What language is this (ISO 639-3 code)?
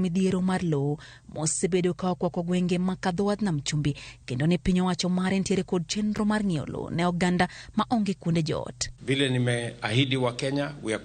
luo